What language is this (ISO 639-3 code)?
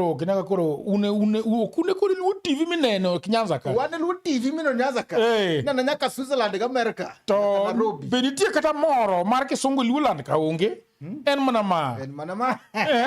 luo